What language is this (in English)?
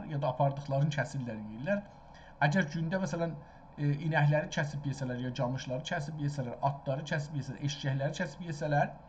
South Azerbaijani